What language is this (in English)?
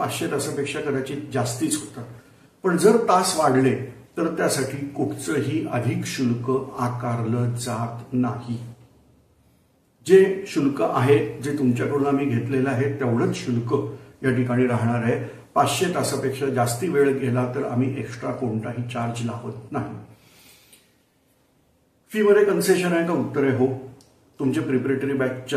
Marathi